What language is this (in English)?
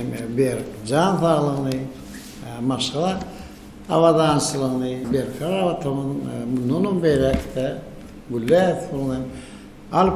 Turkmen